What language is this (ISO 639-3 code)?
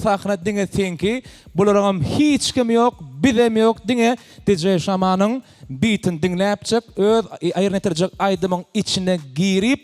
tuk